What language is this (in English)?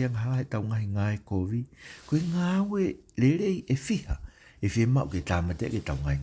Tongan